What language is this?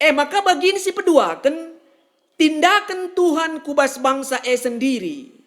Batak Karo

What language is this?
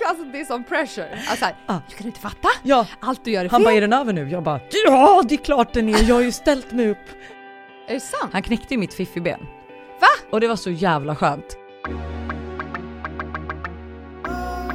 Swedish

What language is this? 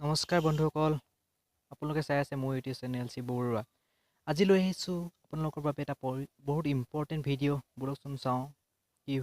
Assamese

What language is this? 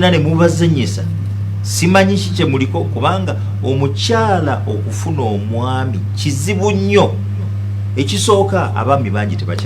Ganda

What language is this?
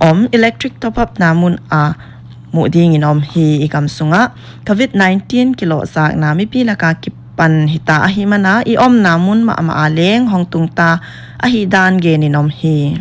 Paite Chin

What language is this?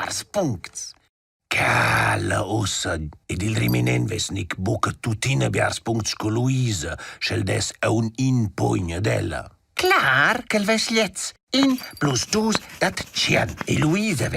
Romansh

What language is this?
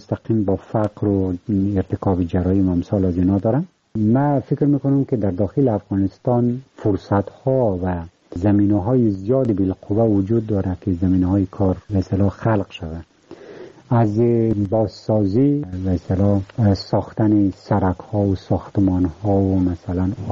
Persian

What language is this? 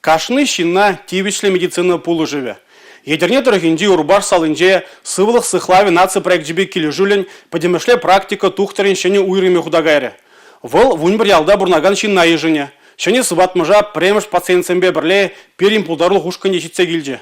Chuvash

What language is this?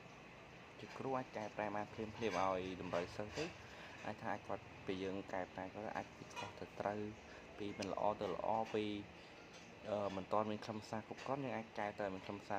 Khmer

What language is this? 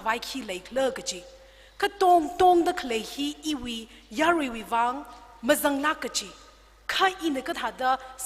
Tangkhul Naga (India)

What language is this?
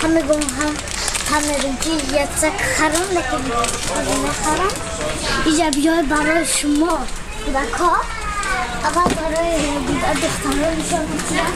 Tajik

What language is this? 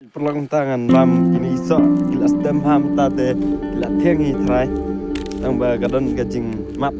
Khasi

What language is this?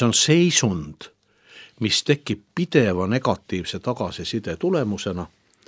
Estonian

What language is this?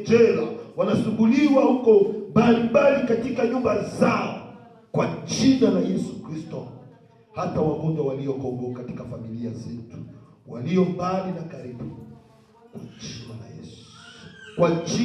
Swahili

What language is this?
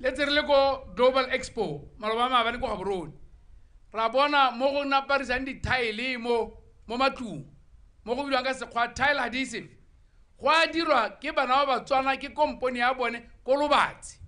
Tswana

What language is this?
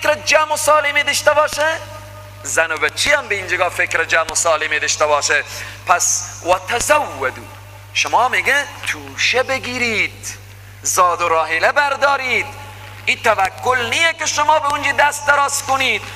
Persian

